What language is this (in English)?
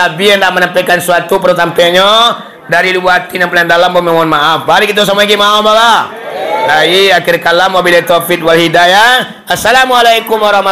Minangkabau